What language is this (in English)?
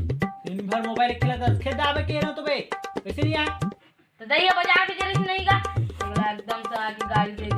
Chhattisgarhi